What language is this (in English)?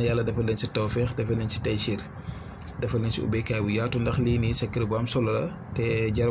Wolof